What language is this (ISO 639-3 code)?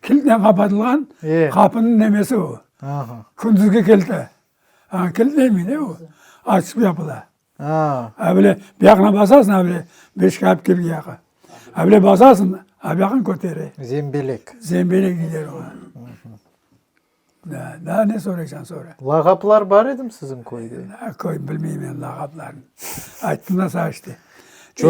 crh